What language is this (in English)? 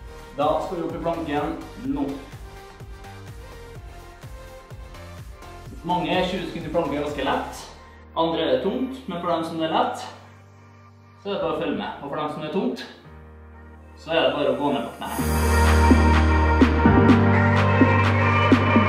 Norwegian